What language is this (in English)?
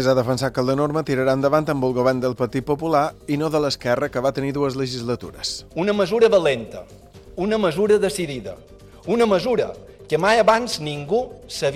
Catalan